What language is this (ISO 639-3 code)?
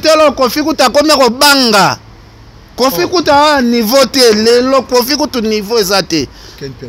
lin